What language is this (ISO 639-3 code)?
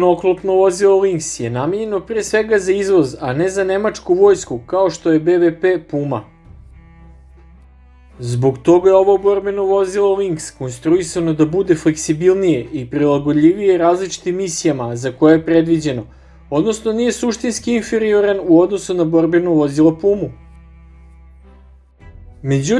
srp